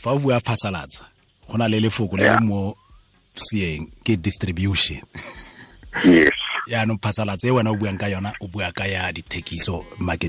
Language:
Tswana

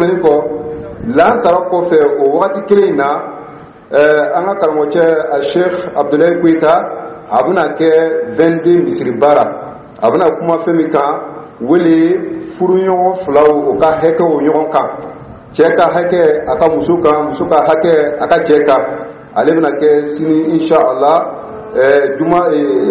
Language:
Dyula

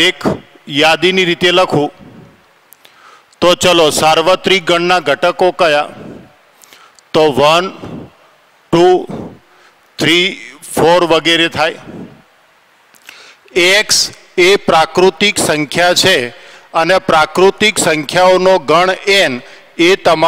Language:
Gujarati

